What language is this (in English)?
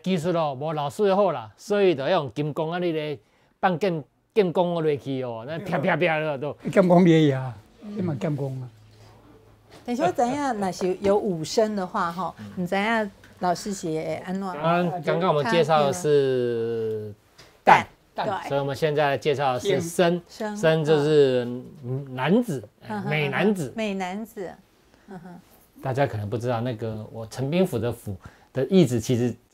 Chinese